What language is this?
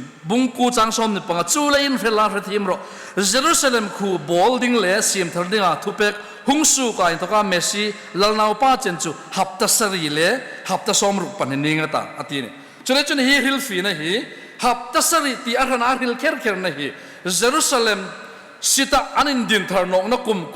Hmar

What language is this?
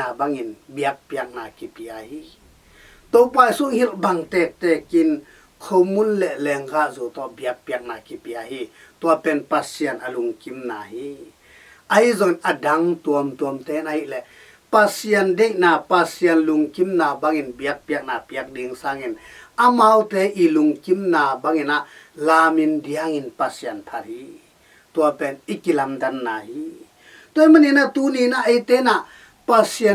Tedim Chin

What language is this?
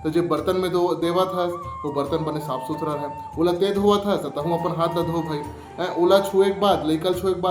Chhattisgarhi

